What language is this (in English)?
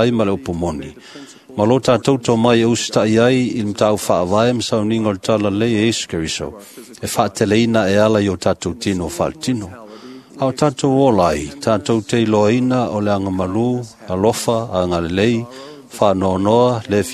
Samoan